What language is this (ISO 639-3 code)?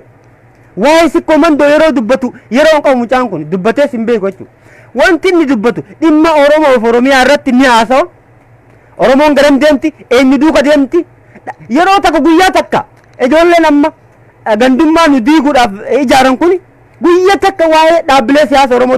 orm